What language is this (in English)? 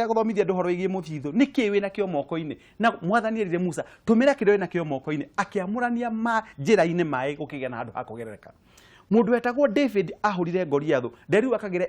Kikuyu